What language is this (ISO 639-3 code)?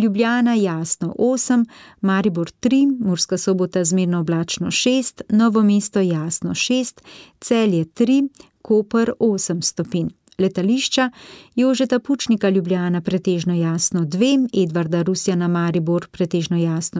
slv